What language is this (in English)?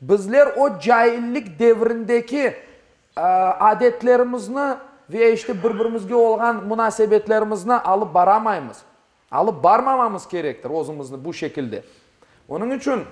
Crimean Tatar